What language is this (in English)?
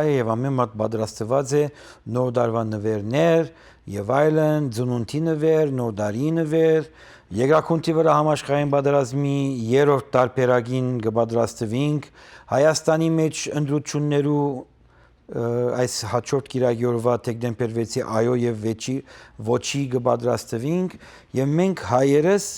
Western Armenian